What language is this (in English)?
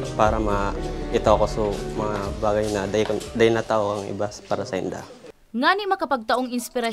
Bikol